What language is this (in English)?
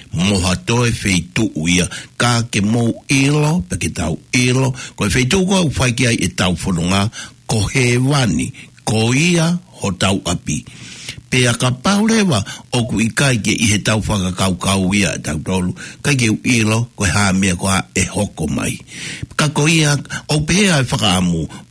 Tongan